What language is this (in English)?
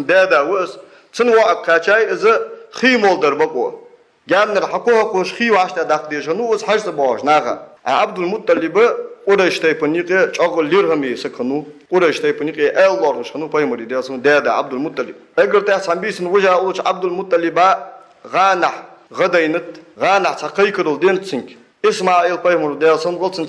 Ingush